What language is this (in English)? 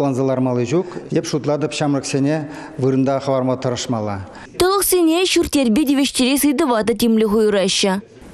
Chuvash